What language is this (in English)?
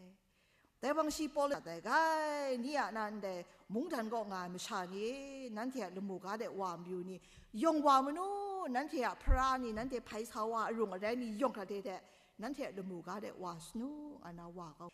Kachin